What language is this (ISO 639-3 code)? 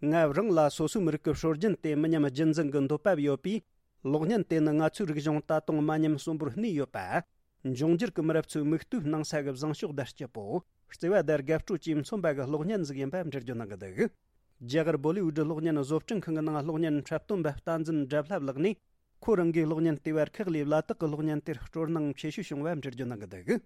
bod